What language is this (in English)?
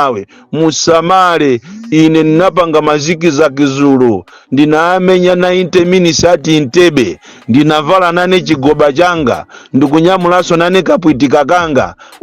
Nyanja